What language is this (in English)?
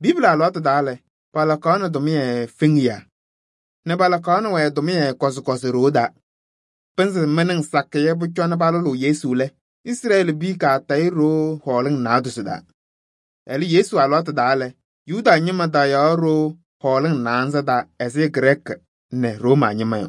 Kabiyè